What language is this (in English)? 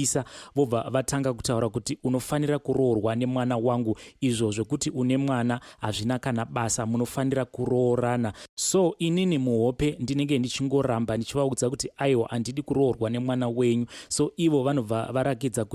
Shona